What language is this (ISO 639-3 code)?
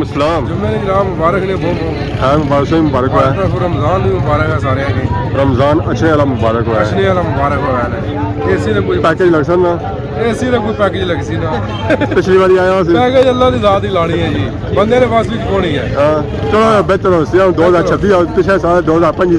phr